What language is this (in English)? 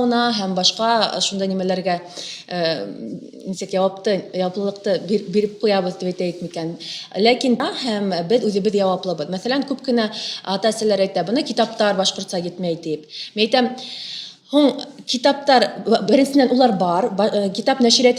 Bashkir